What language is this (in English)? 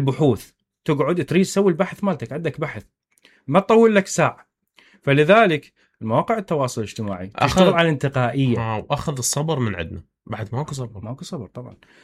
Mesopotamian Arabic